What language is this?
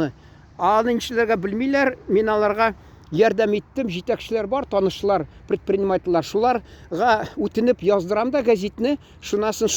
Tatar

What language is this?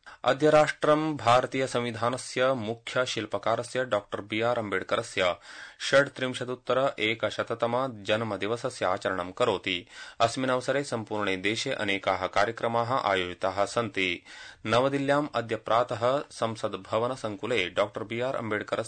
Sanskrit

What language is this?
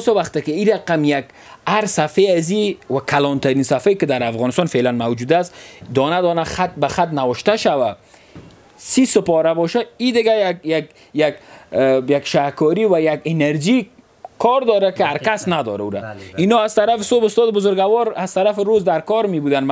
Persian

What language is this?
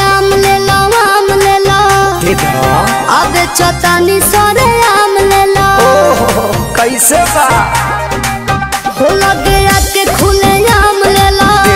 Bhojpuri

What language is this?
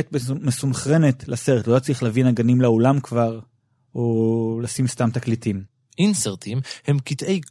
Hebrew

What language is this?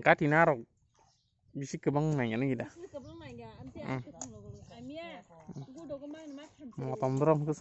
Kok Borok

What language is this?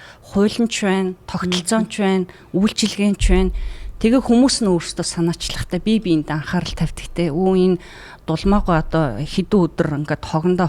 Mongolian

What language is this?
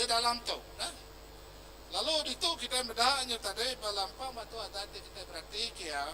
Iban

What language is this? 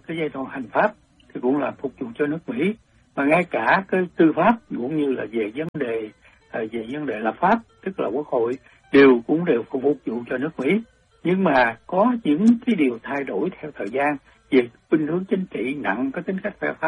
Vietnamese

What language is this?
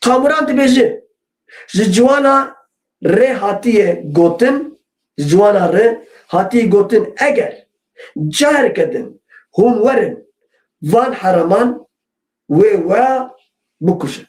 Kurdish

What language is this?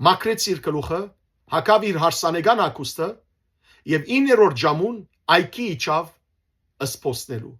Western Armenian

